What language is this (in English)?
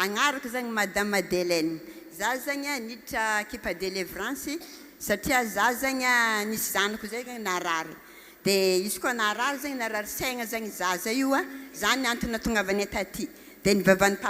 Malagasy